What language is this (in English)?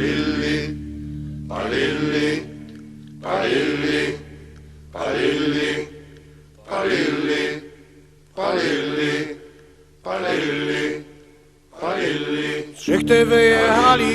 Silesian